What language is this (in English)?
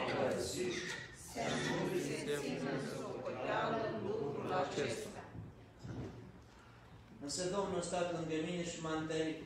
Romanian